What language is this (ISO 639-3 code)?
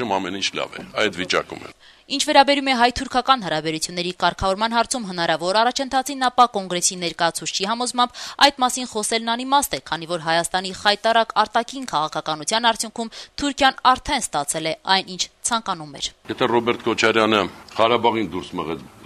hye